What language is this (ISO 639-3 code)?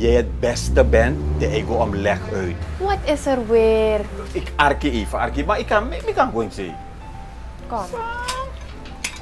nld